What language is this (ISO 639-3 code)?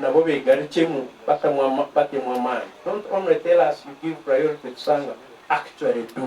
nyn